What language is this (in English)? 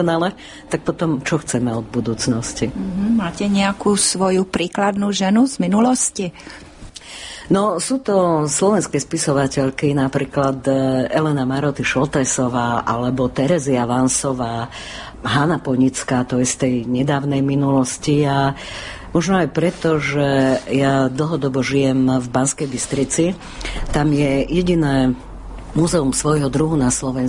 Slovak